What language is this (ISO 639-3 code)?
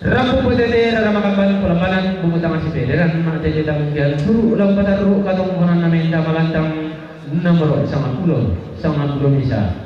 sda